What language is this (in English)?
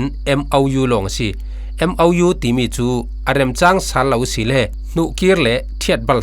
Falam Chin